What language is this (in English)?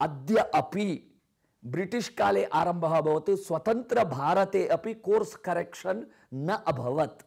Sanskrit